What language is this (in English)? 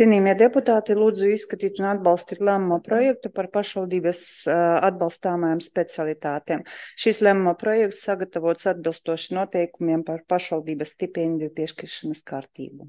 Latvian